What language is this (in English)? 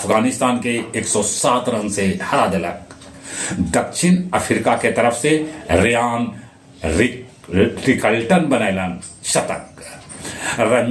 Magahi